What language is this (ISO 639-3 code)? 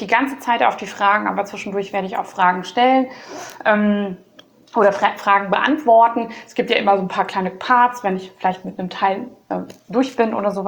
deu